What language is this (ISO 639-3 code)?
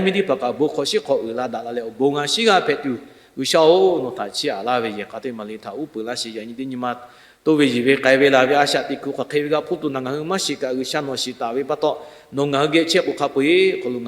lhu